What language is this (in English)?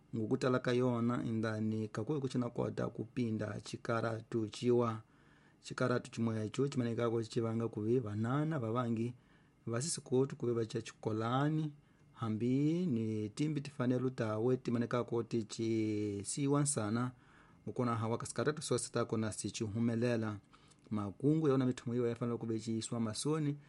Tsonga